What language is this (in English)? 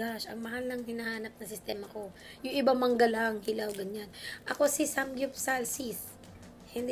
Filipino